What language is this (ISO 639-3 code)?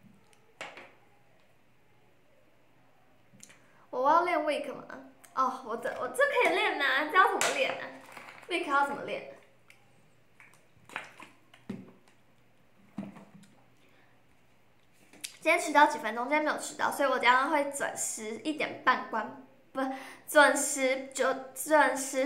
zho